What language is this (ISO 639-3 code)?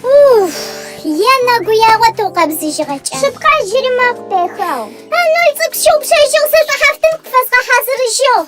ady